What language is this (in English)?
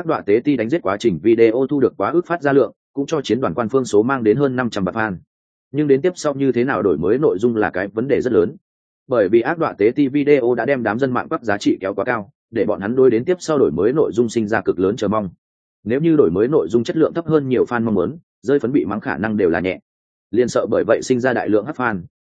Vietnamese